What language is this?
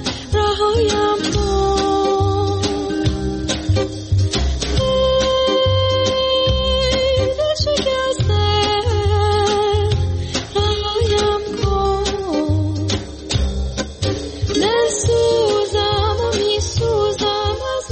Persian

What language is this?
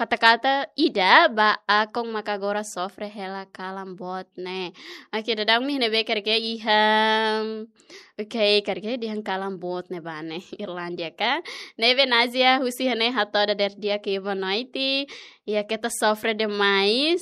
Tetum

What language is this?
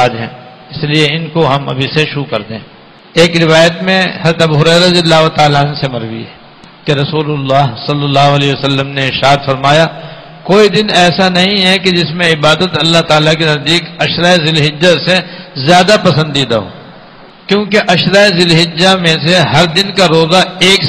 Urdu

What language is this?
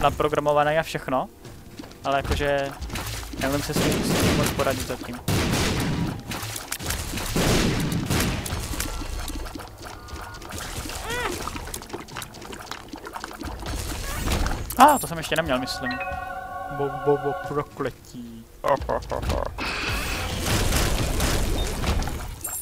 Czech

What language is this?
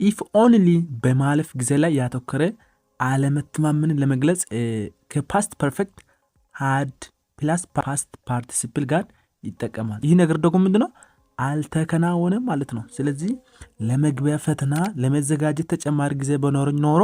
Amharic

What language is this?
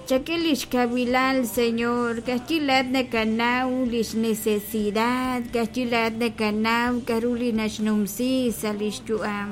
Kekchí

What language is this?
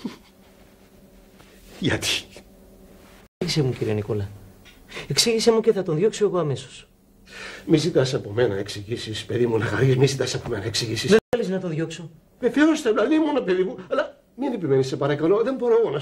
Greek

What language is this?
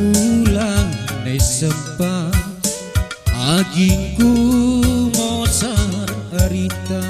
Batak Karo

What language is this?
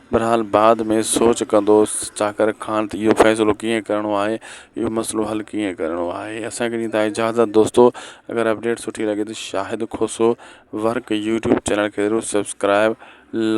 Sindhi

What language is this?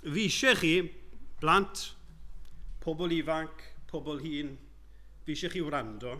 Welsh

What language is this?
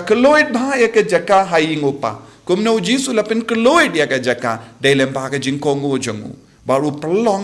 Khasi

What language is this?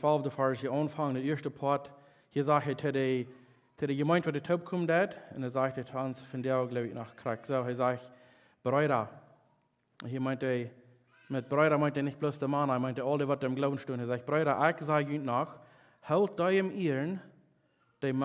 Plautdietsch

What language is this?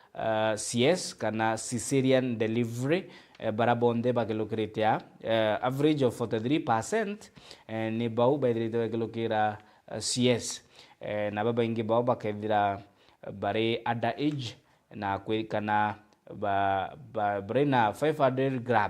Meru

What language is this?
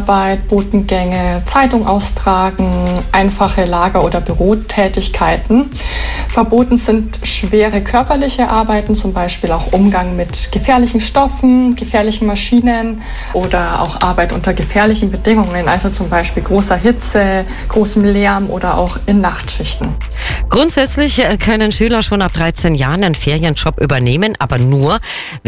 German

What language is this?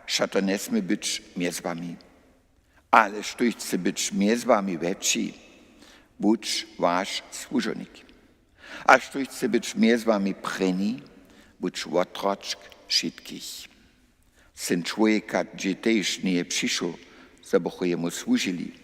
Upper Sorbian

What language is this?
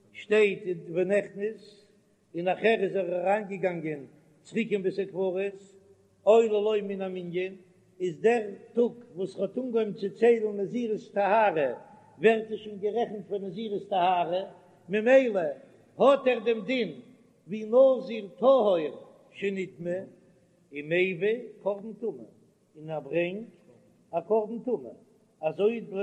Yiddish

